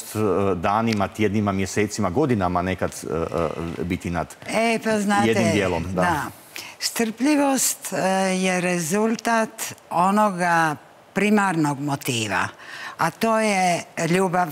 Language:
Croatian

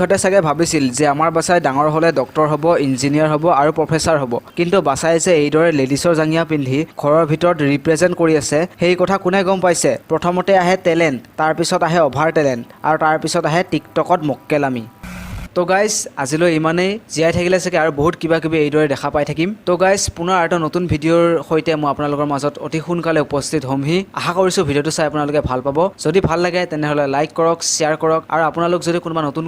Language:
Assamese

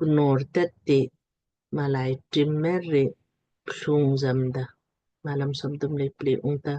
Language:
Lamkang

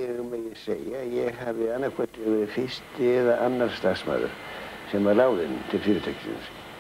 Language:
Icelandic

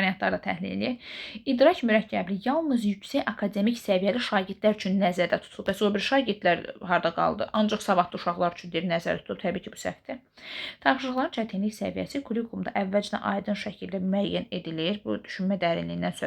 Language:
Azerbaijani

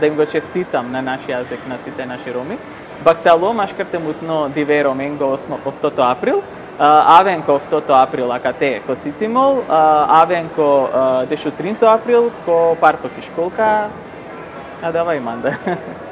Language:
Macedonian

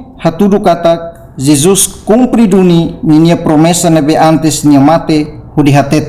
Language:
Tetum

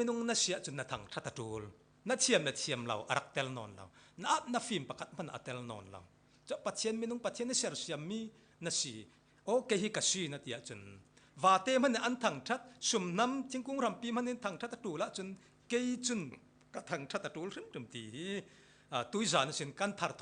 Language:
Falam Chin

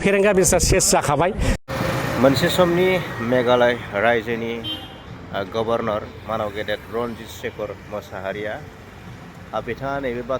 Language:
Bodo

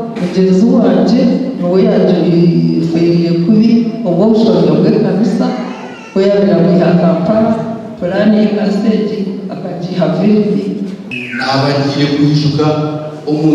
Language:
Nyankole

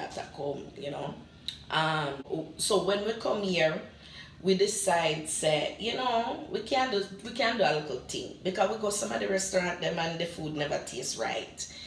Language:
Jamaican Creole English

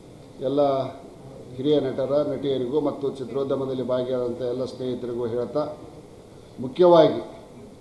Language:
Kannada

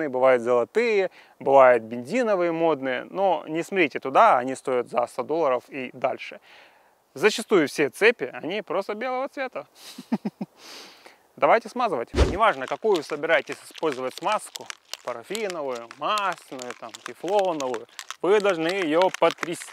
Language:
Russian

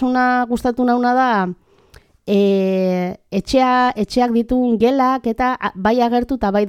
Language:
Basque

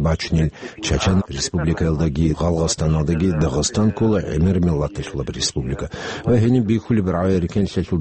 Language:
Avaric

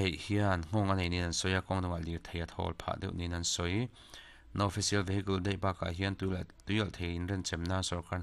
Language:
Mizo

